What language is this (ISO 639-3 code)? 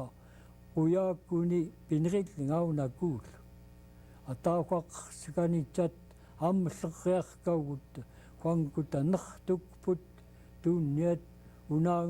esu